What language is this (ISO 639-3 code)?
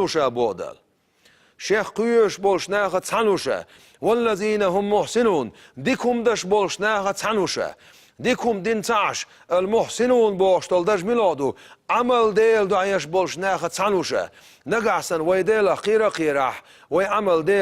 che